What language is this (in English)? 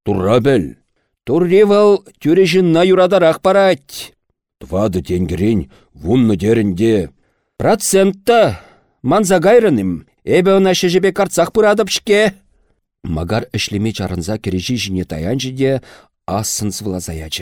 Chuvash